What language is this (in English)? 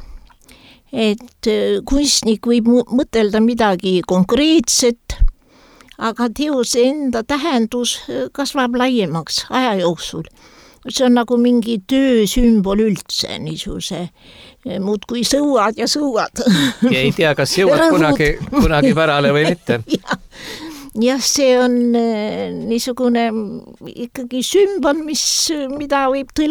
Estonian